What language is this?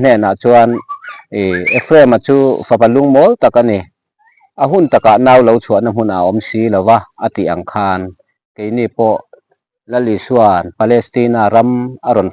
Mizo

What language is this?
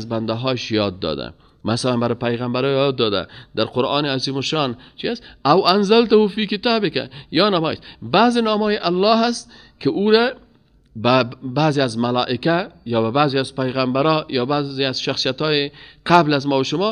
Persian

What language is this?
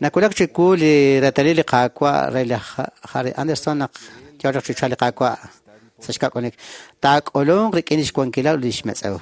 Kekchí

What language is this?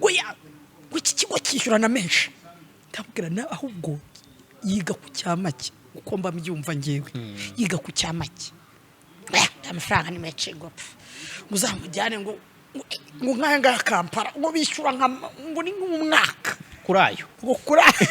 Kinyarwanda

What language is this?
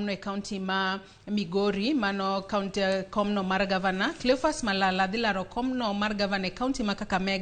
Luo (Kenya and Tanzania)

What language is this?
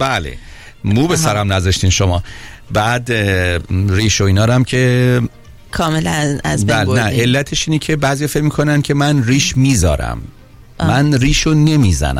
Persian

